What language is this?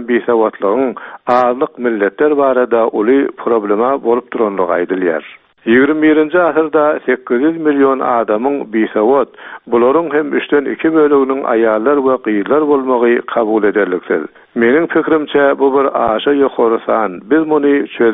Turkmen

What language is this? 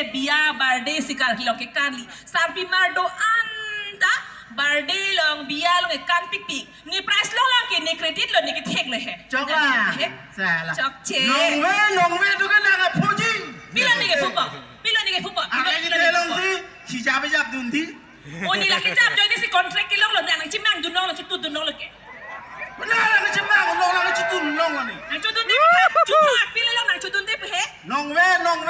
Karbi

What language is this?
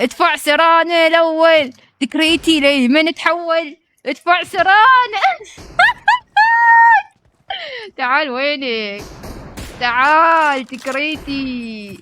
Mesopotamian Arabic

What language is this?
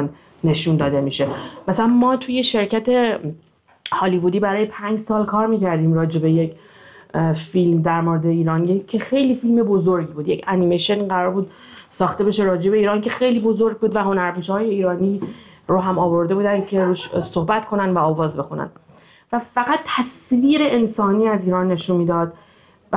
Persian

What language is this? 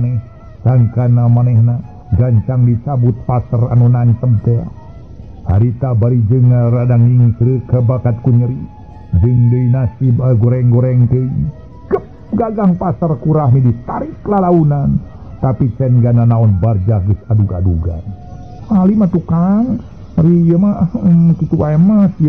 Sundanese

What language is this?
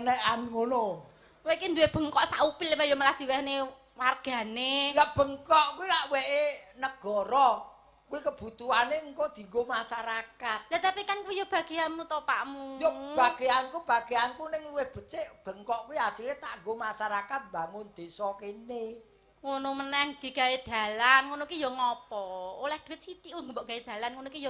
Javanese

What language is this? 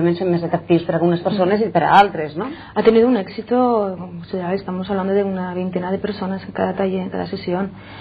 Catalan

